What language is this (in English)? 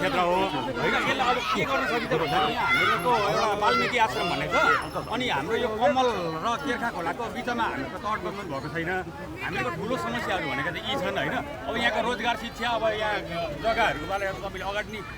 Nepali